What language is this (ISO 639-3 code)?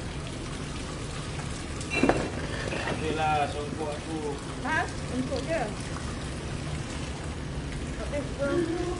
msa